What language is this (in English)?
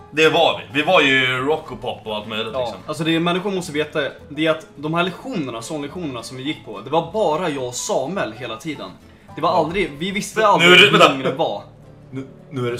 Swedish